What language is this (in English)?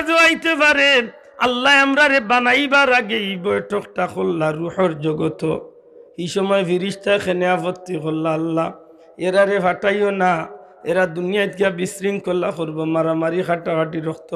Sylheti